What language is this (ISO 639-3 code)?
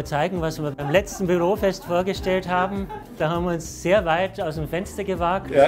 deu